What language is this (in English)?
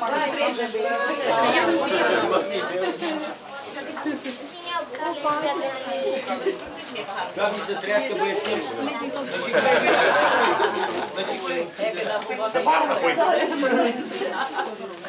Romanian